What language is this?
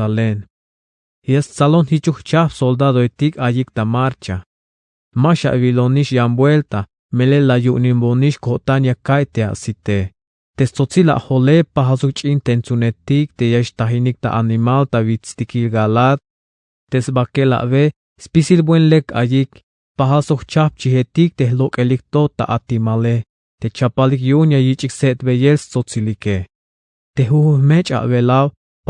Tzeltal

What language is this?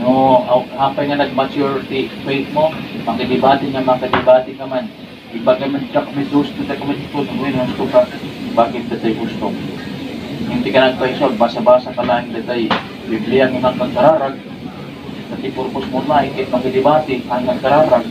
Iloko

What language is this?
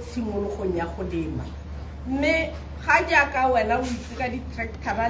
Tswana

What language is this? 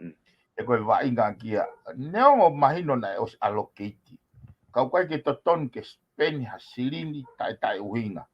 Tongan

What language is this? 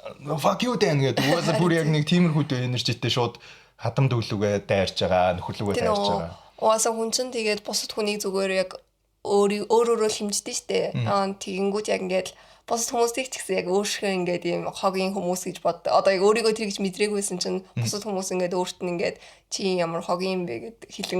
Mongolian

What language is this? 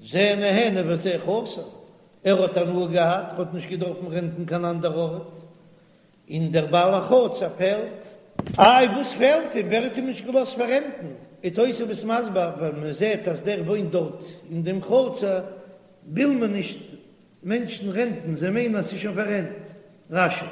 Yiddish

